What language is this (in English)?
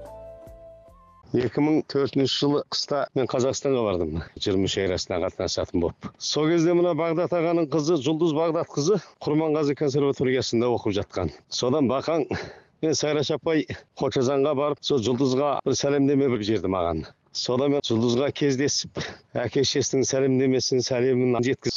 Kazakh